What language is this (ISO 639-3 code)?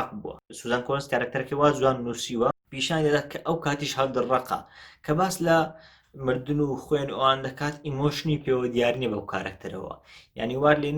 ckb